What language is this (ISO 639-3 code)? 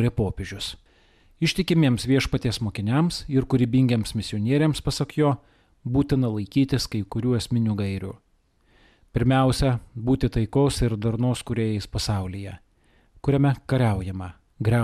lit